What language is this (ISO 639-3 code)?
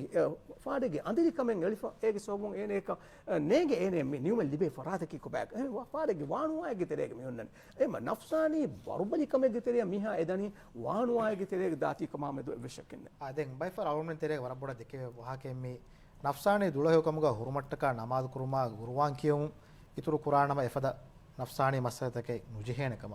div